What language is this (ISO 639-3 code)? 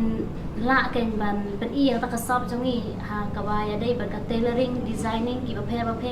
kha